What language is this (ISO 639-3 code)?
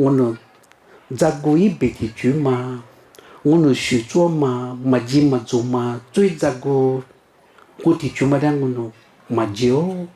lis